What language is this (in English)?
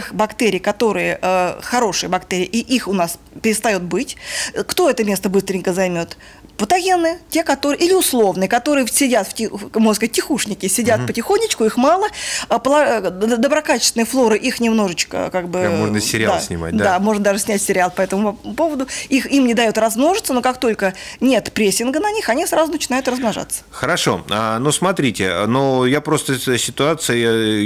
Russian